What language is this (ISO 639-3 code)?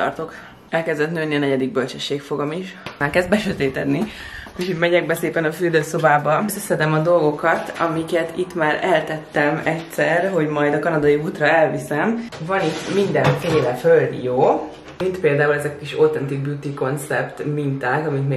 hun